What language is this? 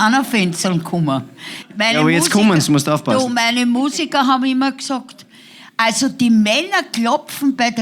Bavarian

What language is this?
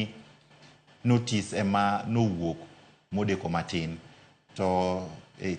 Luo (Kenya and Tanzania)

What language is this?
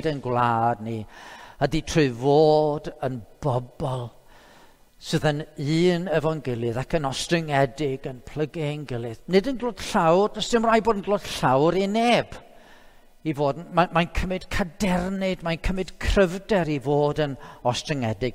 Welsh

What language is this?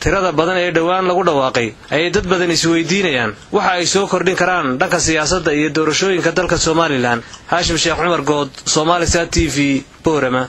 Somali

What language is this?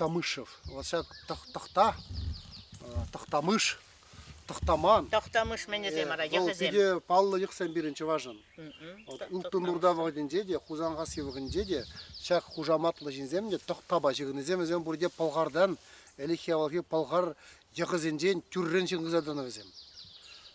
Chuvash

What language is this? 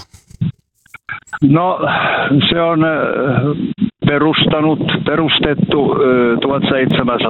Finnish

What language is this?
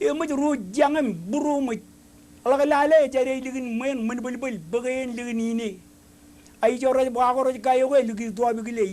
Marshallese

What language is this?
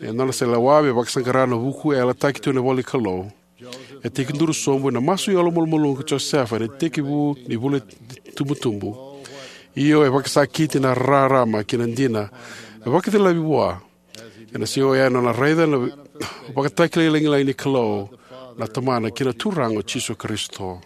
Fijian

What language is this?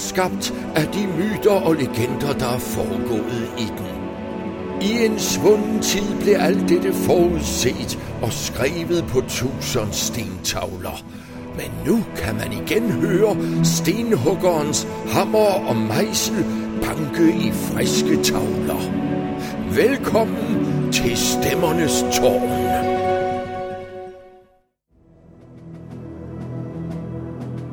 Danish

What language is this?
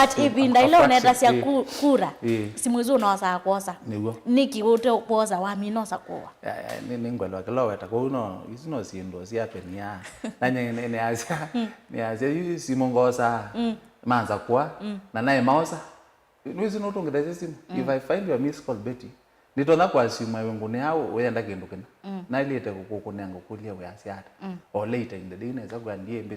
Kamba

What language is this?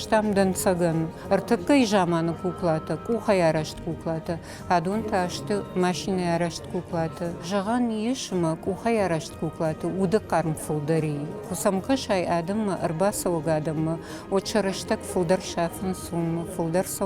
Ossetic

